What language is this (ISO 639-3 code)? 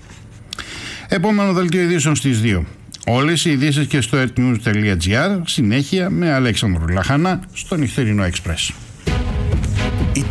ell